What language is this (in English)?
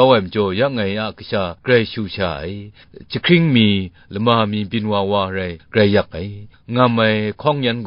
Kachin